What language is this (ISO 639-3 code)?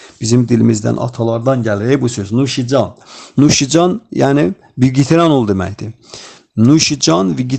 aze